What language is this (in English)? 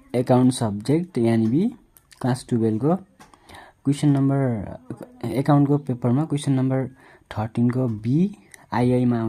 Nepali